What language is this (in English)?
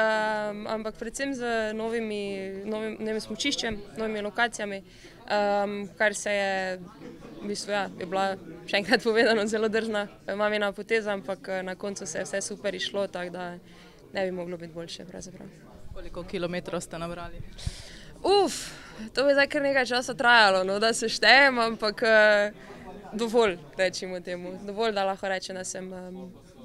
Slovenian